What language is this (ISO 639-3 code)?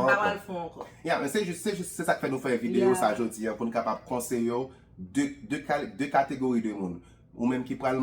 hat